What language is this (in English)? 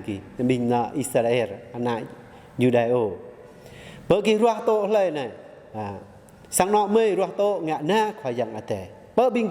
Jarai